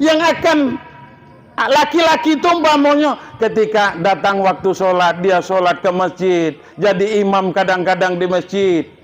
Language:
Minangkabau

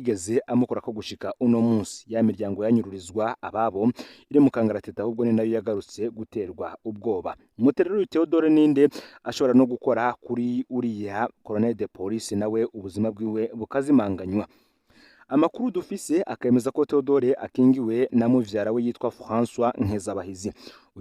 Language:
Rundi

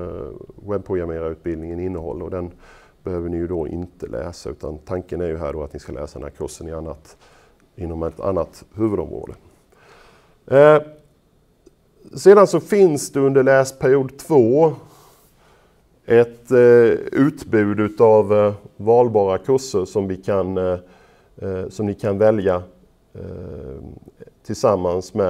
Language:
Swedish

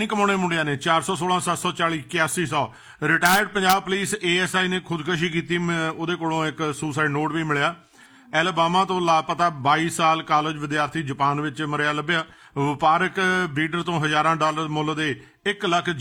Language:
Punjabi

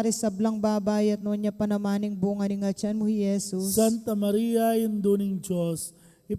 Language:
Pampanga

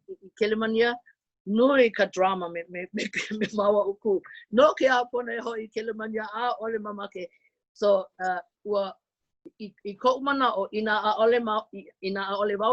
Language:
Hawaiian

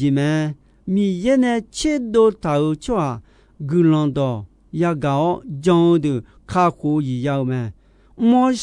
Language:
Akha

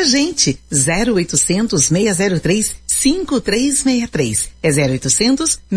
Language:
Portuguese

